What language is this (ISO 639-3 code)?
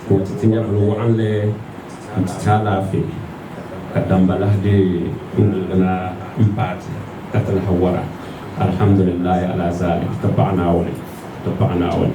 dag